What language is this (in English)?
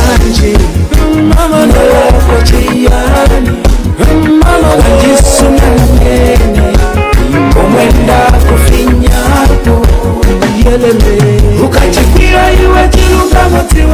Nyanja